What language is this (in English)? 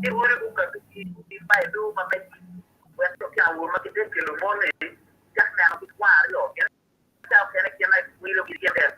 Acoli